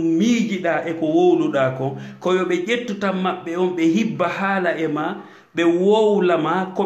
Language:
Fula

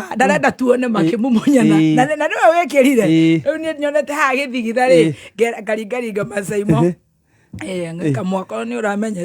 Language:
Kikuyu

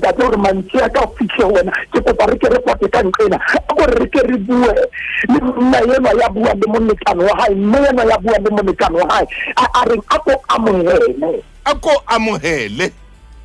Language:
Southern Sotho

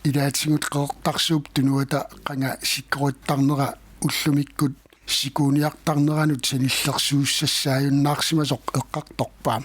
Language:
Kalaallisut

